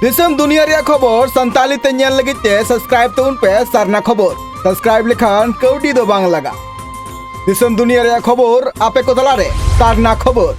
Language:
Santali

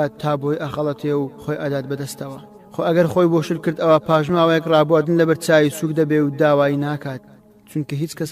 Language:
Central Kurdish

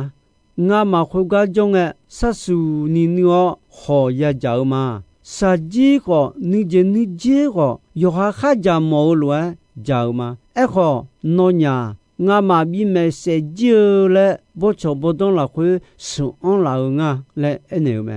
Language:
Akha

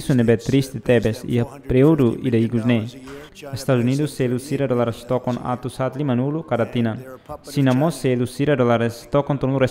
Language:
Tetum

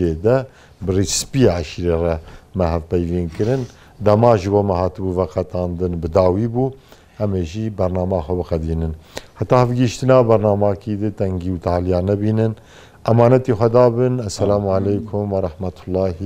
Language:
Kurdish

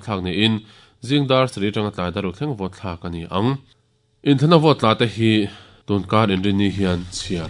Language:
Mizo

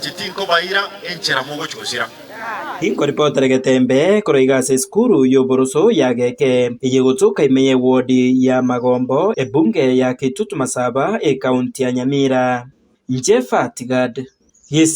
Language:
Gusii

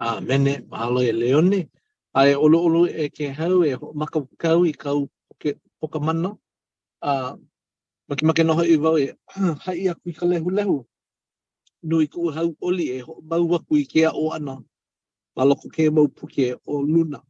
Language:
Hawaiian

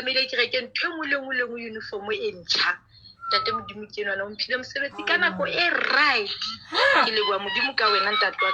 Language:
Southern Sotho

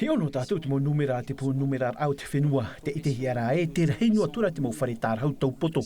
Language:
Tahitian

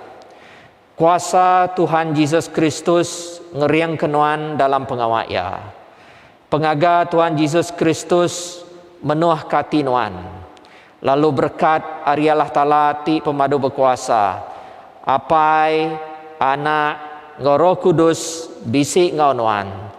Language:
Iban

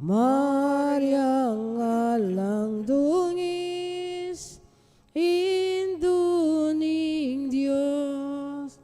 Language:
Pampanga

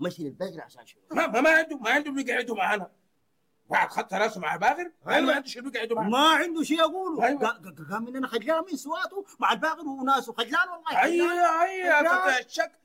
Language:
Sudanese Arabic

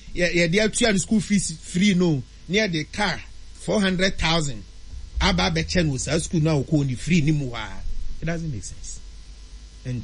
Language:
Akan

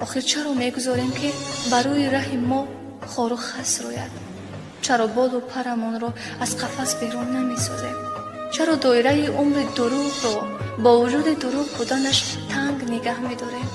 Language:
Tajik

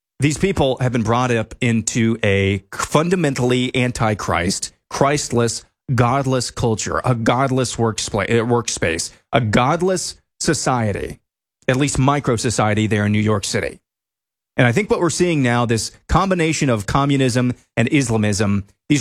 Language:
English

